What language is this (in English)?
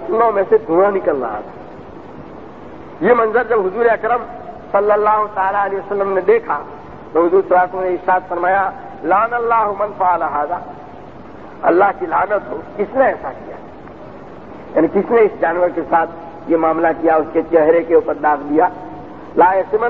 Urdu